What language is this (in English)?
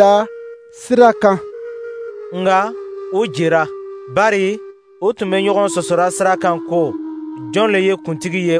Dyula